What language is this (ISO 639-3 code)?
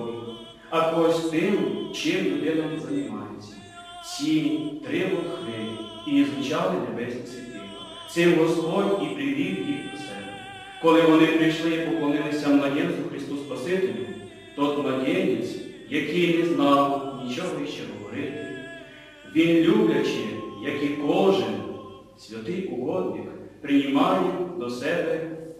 rue